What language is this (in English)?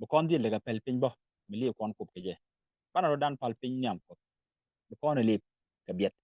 Nuer